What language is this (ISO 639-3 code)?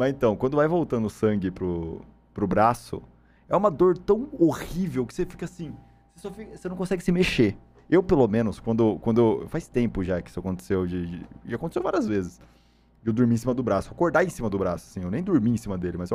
por